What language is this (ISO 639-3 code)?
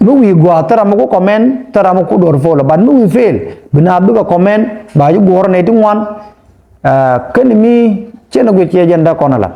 nus